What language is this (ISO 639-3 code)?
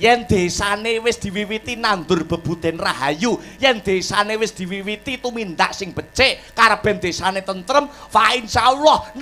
jav